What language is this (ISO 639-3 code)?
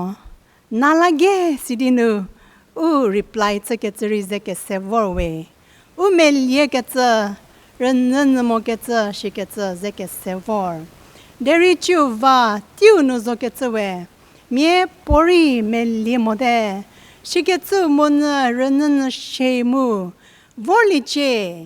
njm